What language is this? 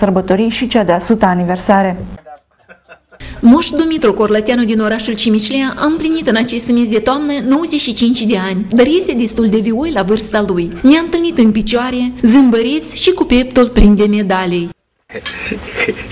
Romanian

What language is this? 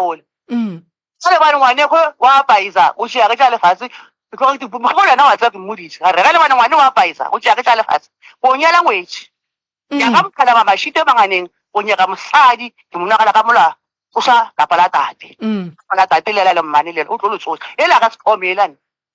Northern Sotho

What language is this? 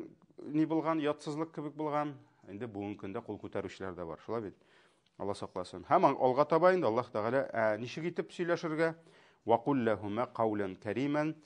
Tatar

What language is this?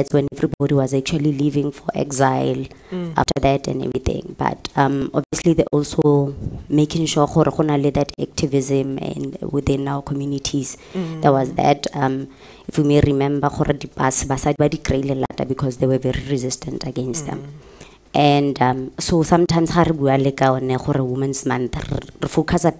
Tswana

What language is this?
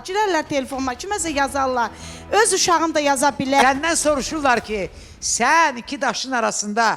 Azerbaijani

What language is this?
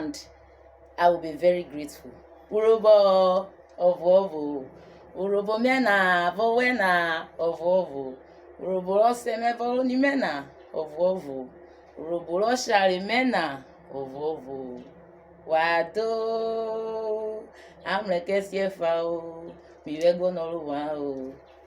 Urhobo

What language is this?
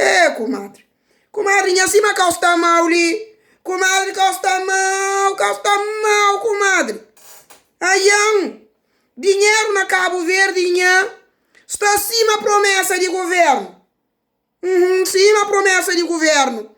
Kabuverdianu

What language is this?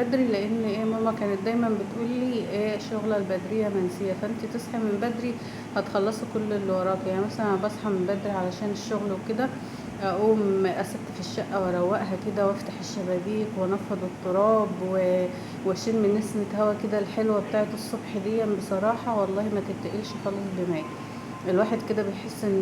Egyptian Arabic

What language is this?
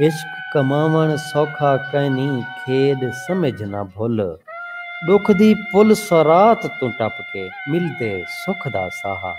Saraiki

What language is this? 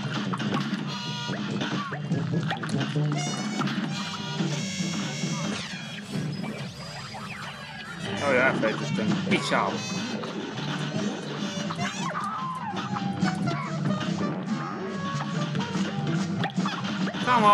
Hungarian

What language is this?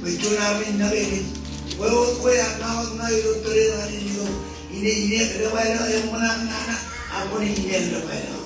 Marshallese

